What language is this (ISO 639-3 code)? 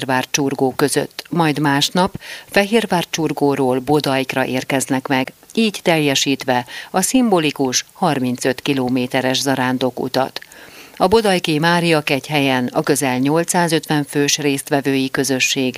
hun